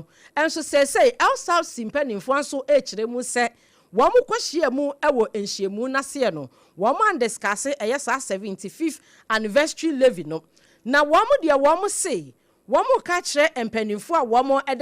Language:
Akan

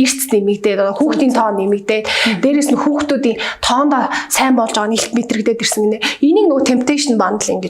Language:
Mongolian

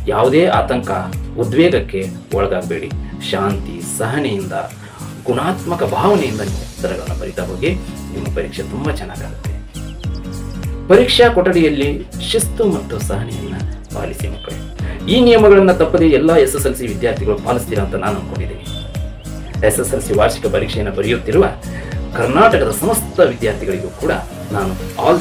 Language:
Kannada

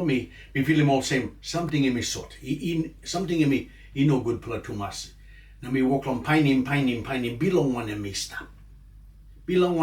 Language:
Tok Pisin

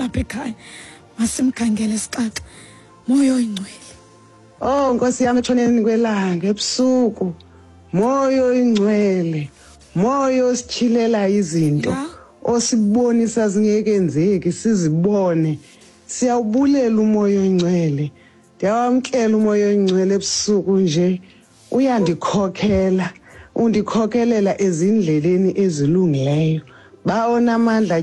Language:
Xhosa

